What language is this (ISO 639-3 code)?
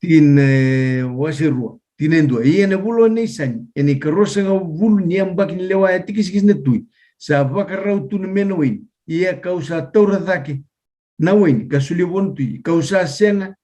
fij